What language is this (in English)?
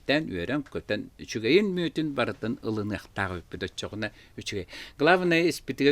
Yakut